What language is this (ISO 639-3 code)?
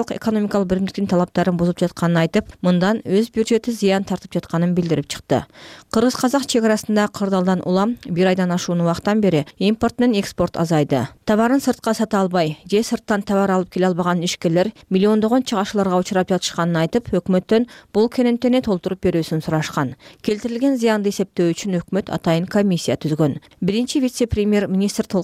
kir